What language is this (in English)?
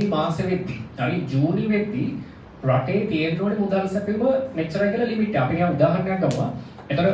Sinhala